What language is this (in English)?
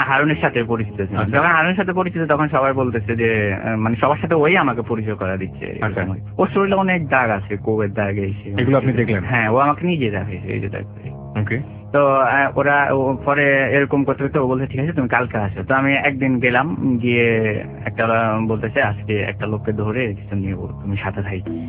Bangla